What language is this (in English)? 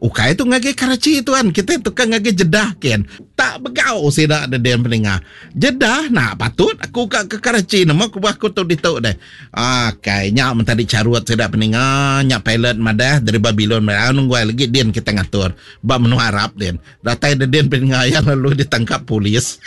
Iban